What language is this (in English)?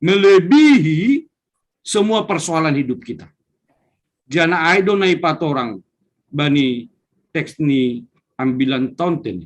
Batak Simalungun